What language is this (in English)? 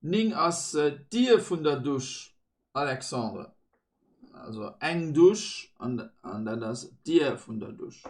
Luxembourgish